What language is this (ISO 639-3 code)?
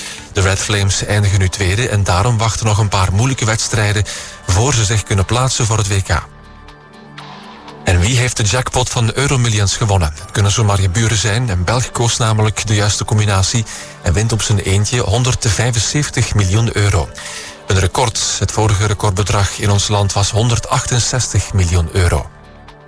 nld